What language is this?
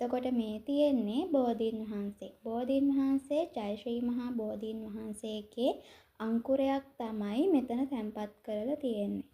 Sinhala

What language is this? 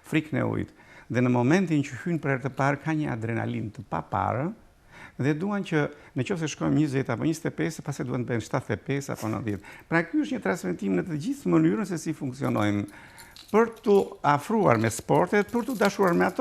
Albanian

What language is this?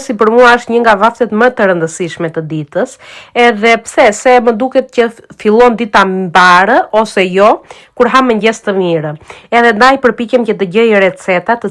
Albanian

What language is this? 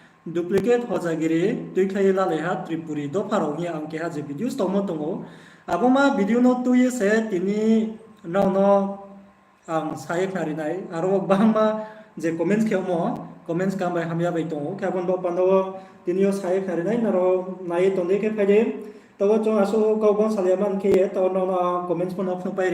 Riang (India)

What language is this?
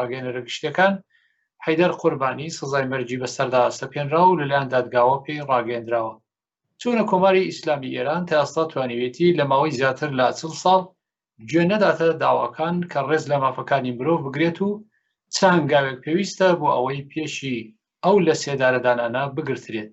Central Kurdish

